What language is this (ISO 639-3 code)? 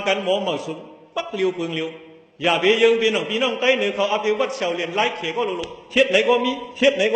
shn